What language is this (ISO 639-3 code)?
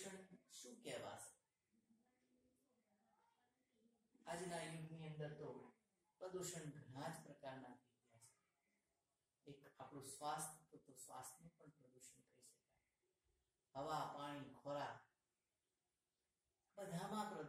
guj